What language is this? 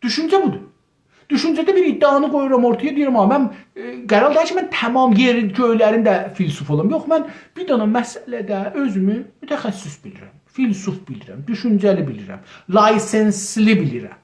South Azerbaijani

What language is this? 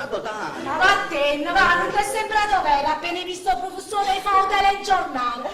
Neapolitan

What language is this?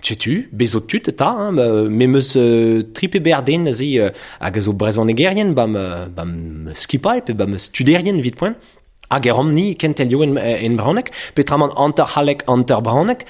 Breton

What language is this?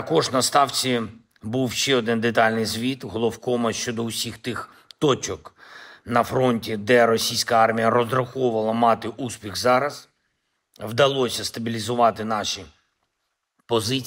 Ukrainian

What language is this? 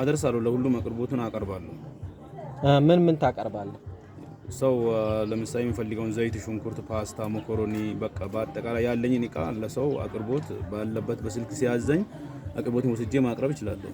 Amharic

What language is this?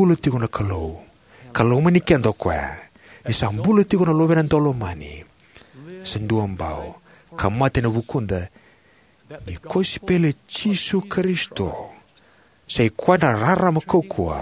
Fijian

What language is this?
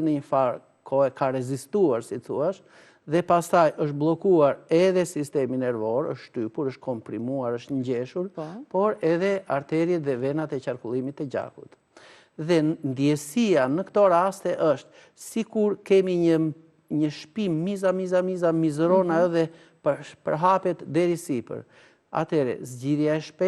Albanian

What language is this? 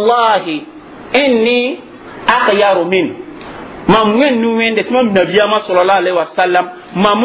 Mossi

